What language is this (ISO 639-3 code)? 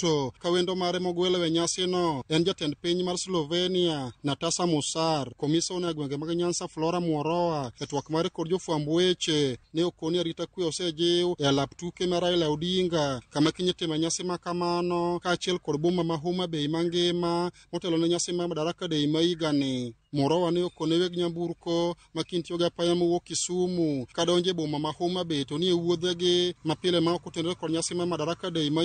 luo